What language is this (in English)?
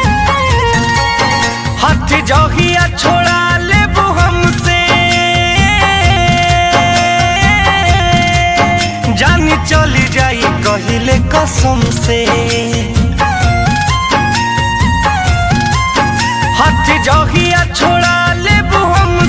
Bhojpuri